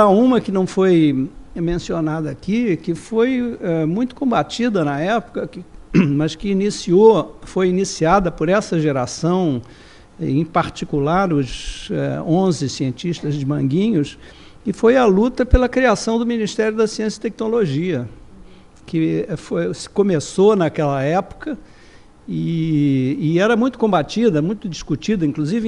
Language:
Portuguese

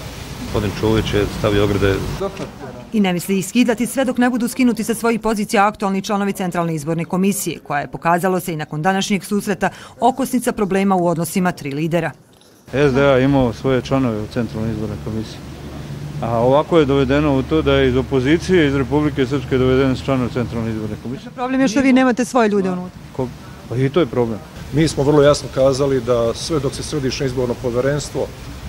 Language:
Bosnian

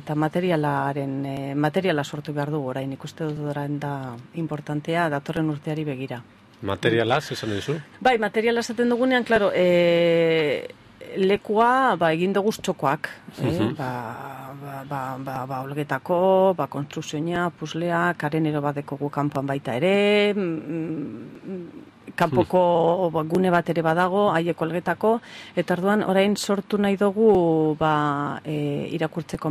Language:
Basque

